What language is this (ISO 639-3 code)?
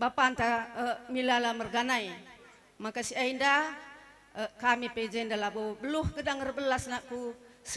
btx